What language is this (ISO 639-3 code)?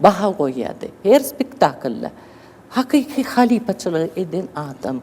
tuk